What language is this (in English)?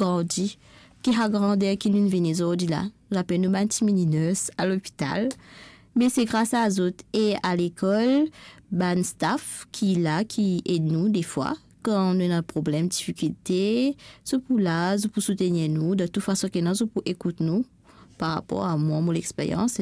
Morisyen